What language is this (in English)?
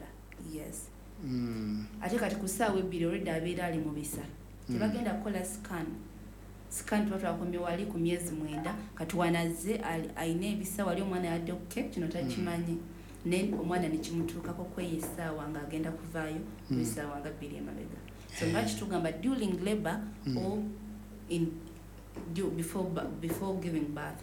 Ganda